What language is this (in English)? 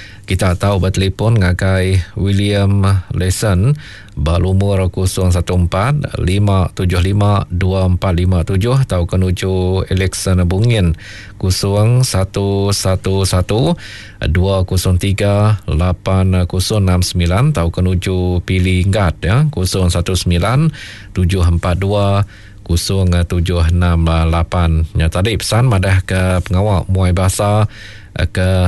Iban